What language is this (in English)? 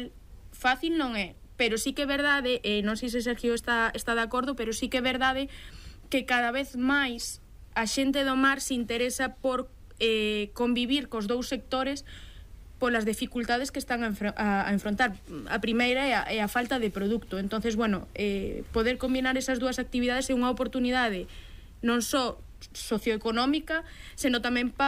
Galician